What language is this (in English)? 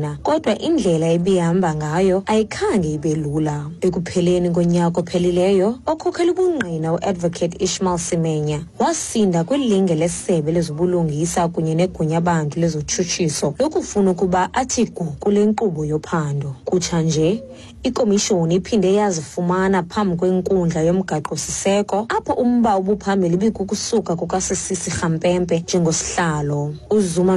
Xhosa